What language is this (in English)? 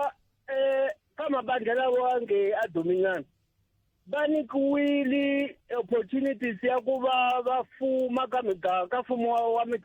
Tsonga